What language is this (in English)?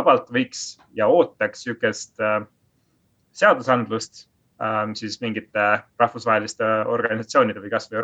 Estonian